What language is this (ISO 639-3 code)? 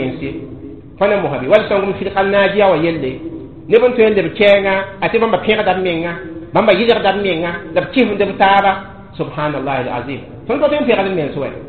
mos